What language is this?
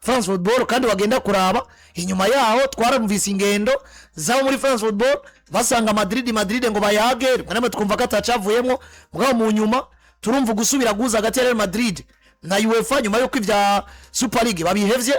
Rundi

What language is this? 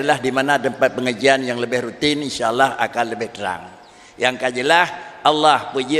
Achinese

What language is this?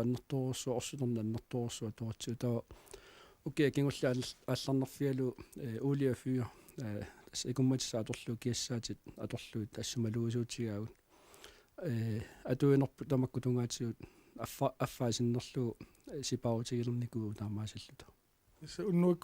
Kalaallisut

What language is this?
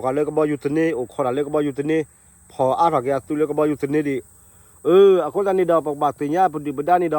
S'gaw Karen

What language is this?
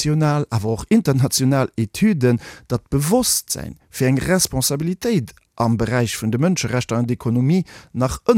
Luxembourgish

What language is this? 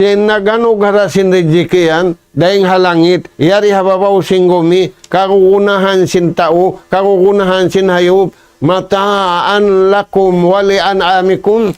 Tausug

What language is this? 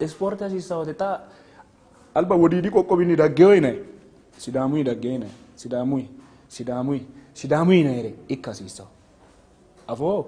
Sidamo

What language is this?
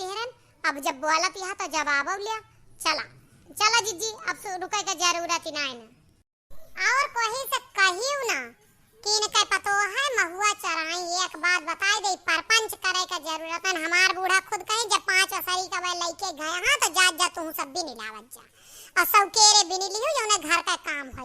Awadhi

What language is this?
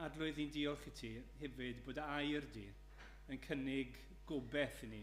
Welsh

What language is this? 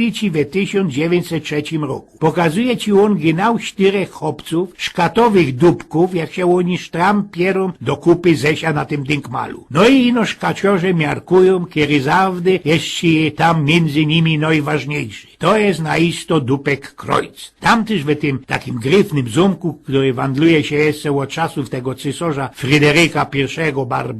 Silesian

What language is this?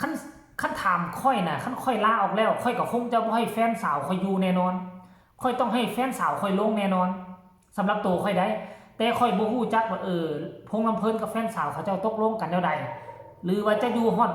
Northeastern Thai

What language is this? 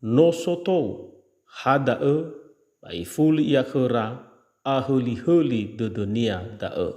Nias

